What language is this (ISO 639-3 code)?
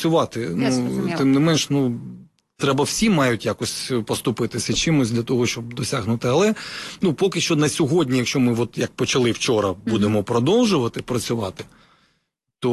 ukr